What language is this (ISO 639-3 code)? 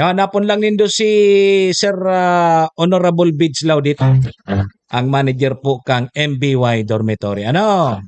bik